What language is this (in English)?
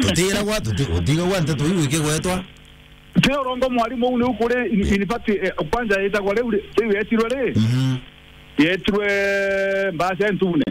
Meru